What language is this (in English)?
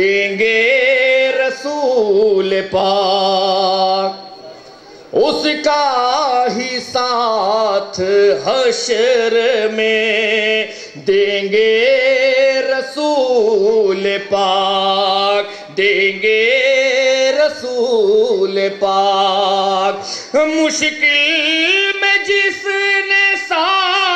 Urdu